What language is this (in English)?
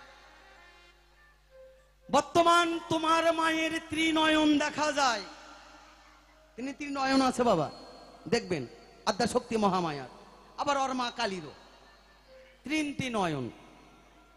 Bangla